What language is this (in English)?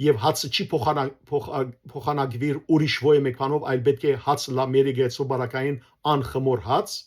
Western Armenian